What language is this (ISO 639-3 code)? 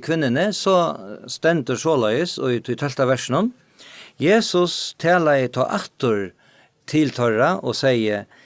fao